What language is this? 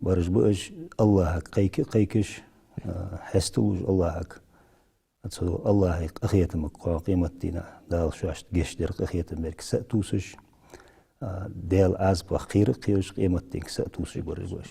Ingush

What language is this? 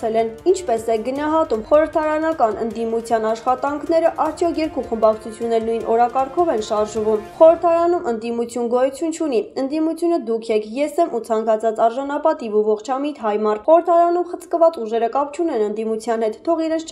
Armenian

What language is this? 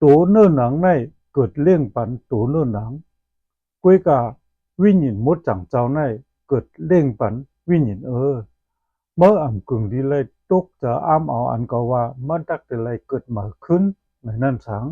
Shan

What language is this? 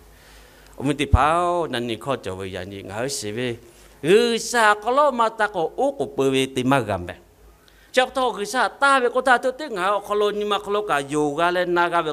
Lahu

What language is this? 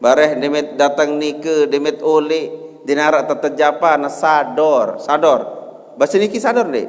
Sasak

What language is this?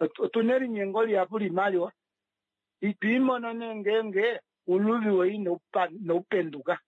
Kuanyama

